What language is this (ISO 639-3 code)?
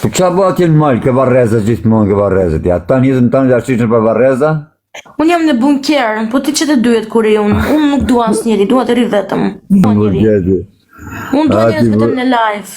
sqi